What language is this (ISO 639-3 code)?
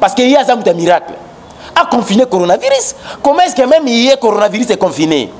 lin